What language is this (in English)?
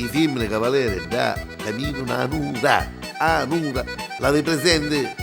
Neapolitan